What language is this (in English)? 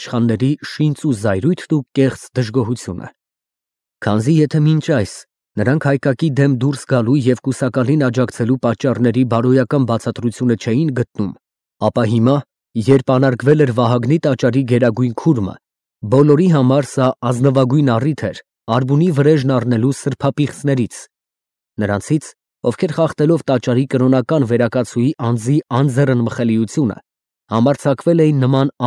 Armenian